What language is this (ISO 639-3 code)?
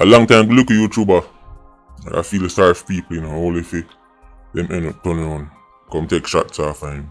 jam